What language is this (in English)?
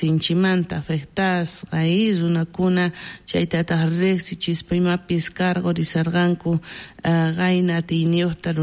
South Bolivian Quechua